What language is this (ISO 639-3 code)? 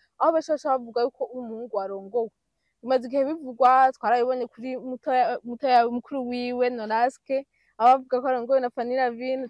run